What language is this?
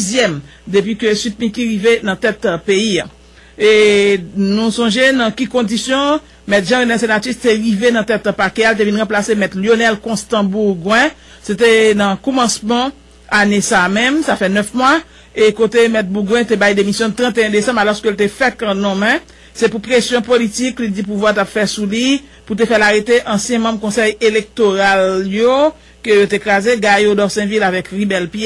Haitian Creole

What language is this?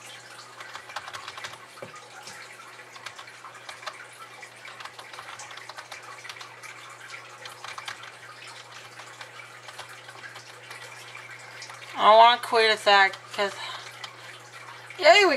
English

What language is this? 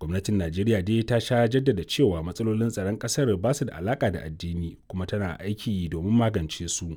Hausa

